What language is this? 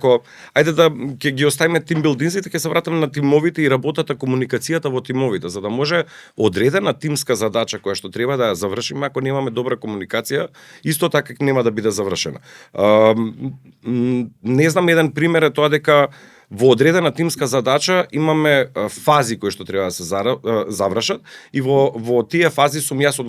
Macedonian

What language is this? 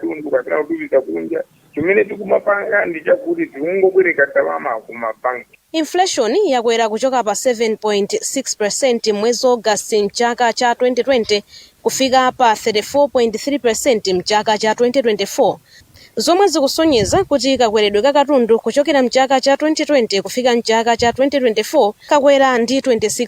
Nyanja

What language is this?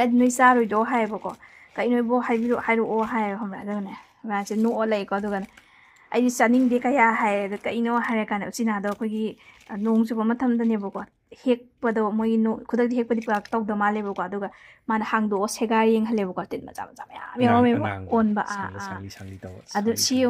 Manipuri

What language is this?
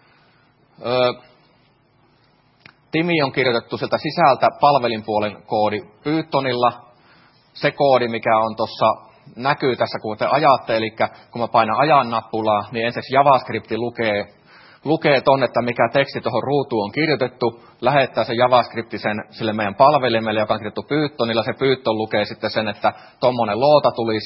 Finnish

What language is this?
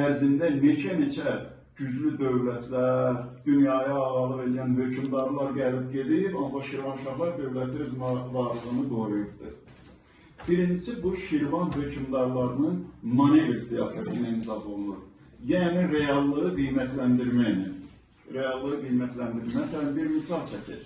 Azerbaijani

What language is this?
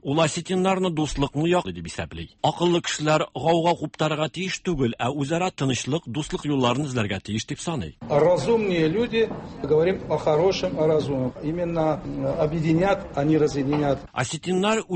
Tatar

